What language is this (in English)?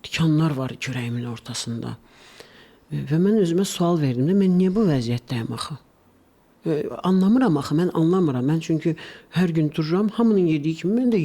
Azerbaijani